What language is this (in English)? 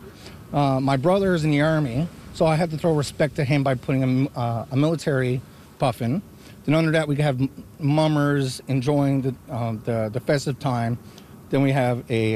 English